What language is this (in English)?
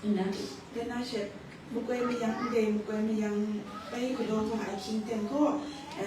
Kachin